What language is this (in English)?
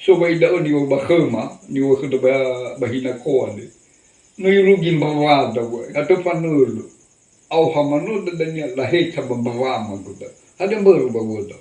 Nias